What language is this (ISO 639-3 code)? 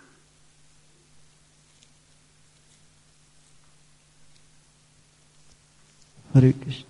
hin